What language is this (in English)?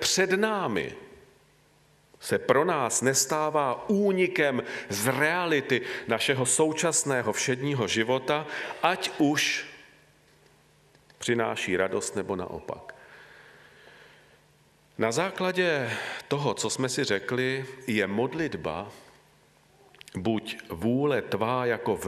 Czech